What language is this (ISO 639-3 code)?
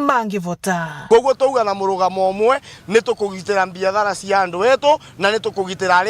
mer